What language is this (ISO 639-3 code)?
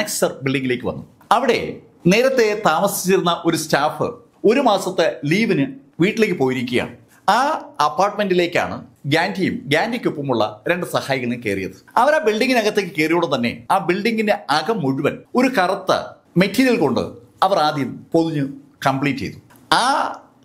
mal